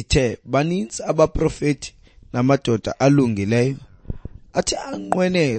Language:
Xhosa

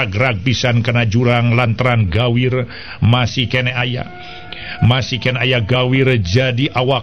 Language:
Sundanese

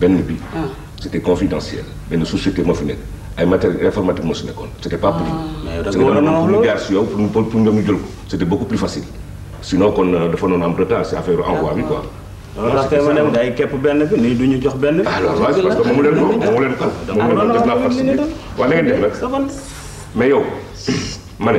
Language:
Wolof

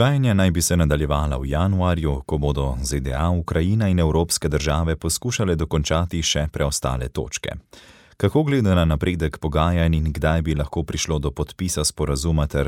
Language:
Slovenian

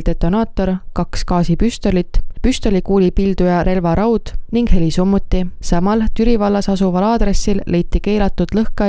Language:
Estonian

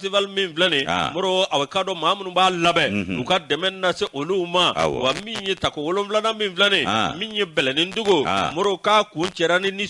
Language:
Bambara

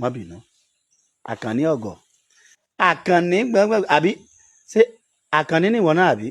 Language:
Yoruba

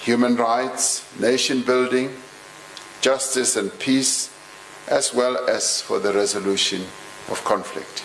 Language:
English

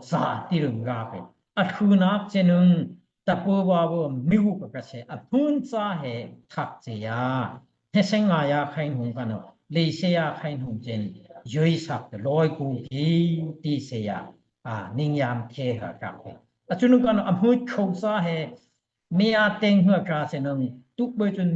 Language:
Daai Chin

